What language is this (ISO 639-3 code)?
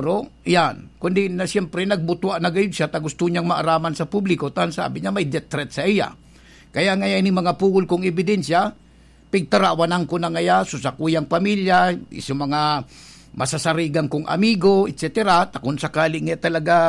bik